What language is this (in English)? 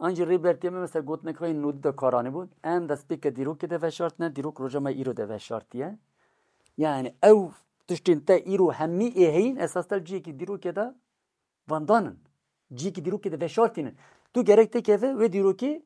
Kurdish